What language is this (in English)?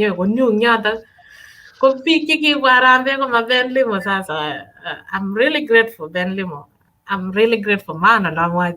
Kalenjin